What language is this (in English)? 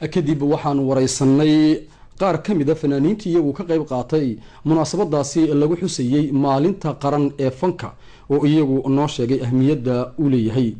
Somali